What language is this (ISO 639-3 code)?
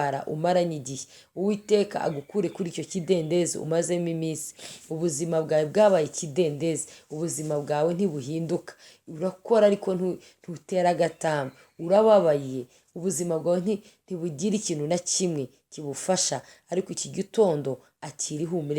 kin